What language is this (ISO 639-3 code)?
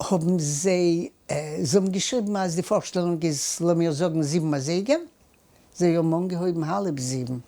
yid